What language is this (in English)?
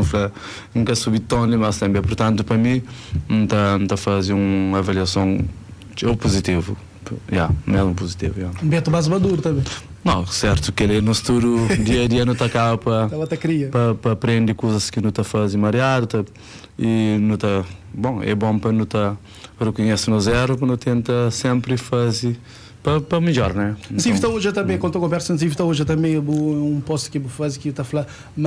Kabuverdianu